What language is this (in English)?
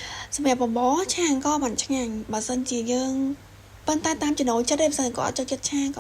Khmer